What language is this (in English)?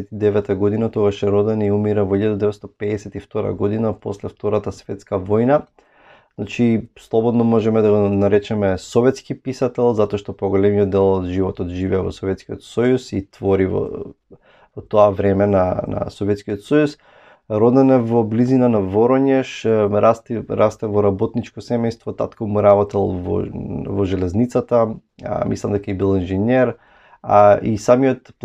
Macedonian